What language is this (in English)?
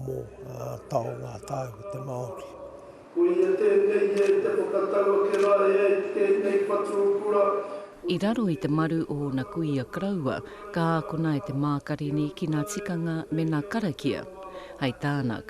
Māori